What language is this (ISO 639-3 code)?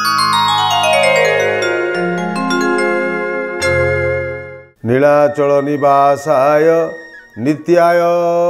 ori